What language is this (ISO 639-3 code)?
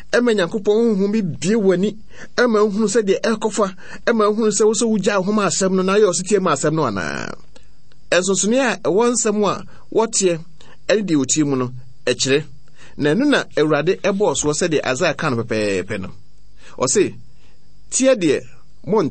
aka